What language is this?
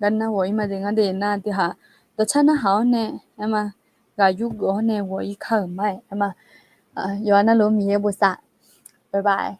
Akha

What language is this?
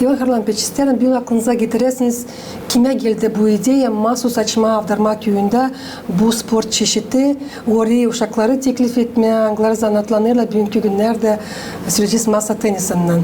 Gagauz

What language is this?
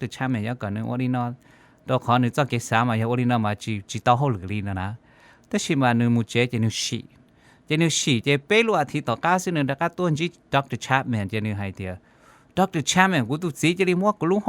Hmong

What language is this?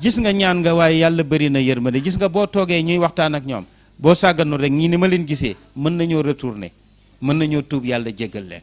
Wolof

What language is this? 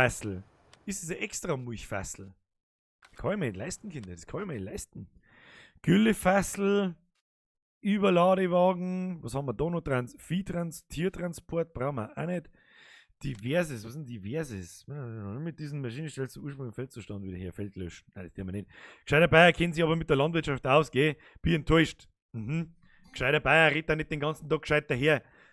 Bavarian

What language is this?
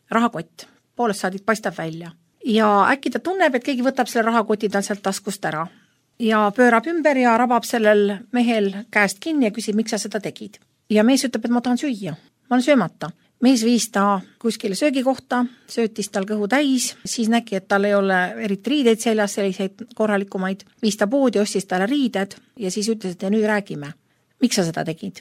Estonian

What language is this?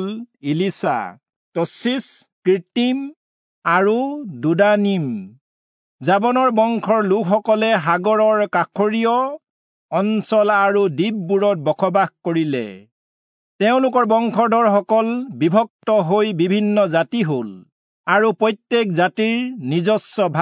Assamese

